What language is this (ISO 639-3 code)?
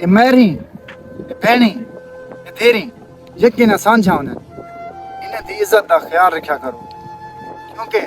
skr